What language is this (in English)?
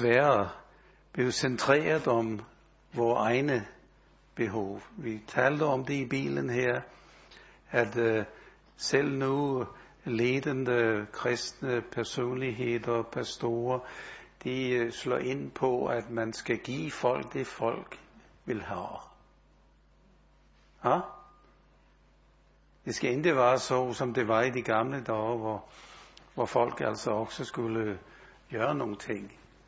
Danish